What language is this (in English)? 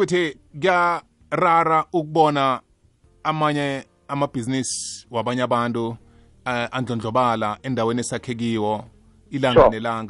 South Ndebele